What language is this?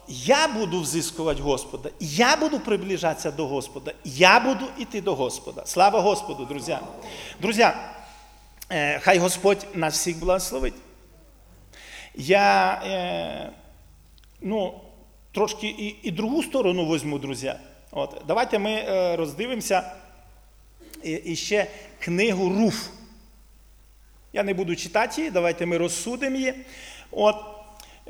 Ukrainian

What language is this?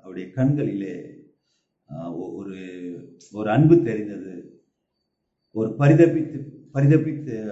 Tamil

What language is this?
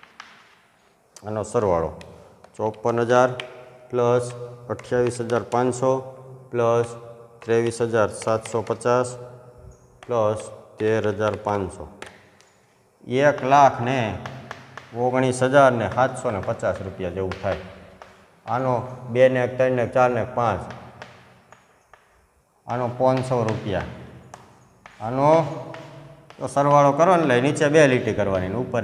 Gujarati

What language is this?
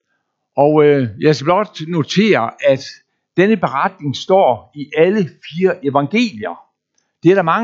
Danish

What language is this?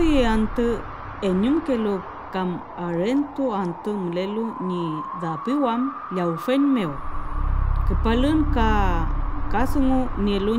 Mapuche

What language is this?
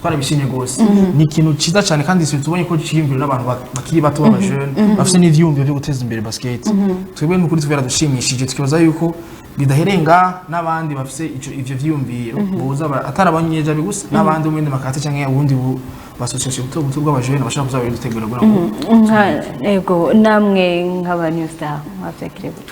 Rundi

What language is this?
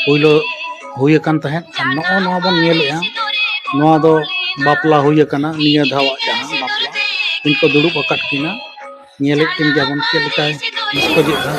Santali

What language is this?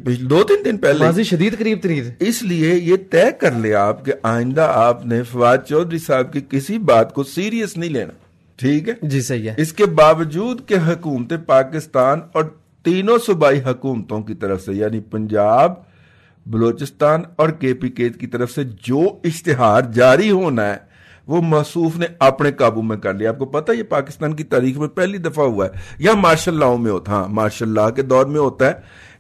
Urdu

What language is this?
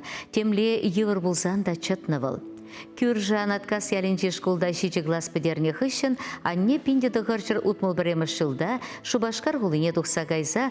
Chuvash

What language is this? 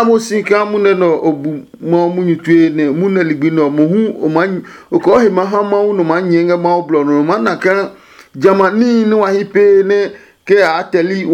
Adangme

